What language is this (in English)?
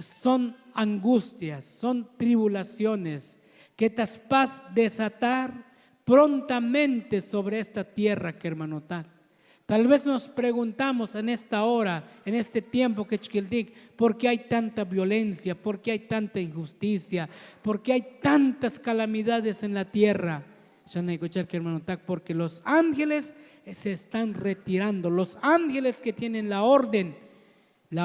Tzotzil